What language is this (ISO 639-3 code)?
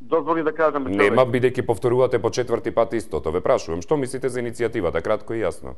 mkd